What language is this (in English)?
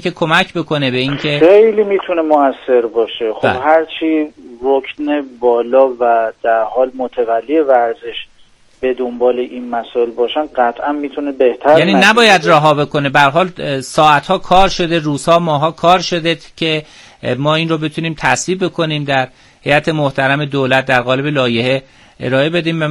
Persian